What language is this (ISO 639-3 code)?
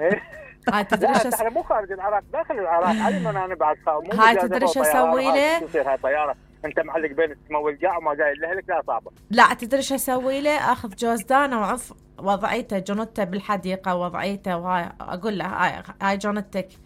acm